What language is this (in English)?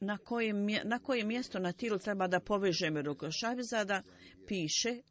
Bosnian